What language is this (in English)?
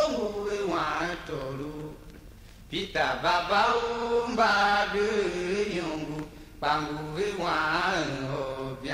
Tiv